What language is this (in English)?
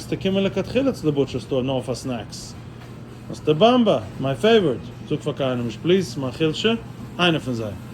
Yiddish